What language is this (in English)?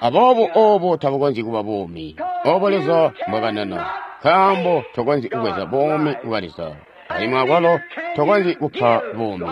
Tonga (Zambia)